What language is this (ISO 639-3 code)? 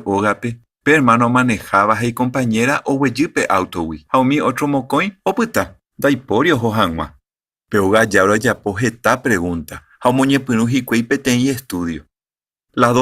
grn